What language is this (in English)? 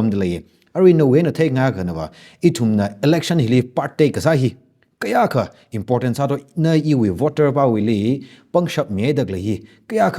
Tangkhul Naga (India)